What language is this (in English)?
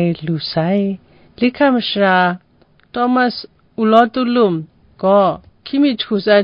Kachin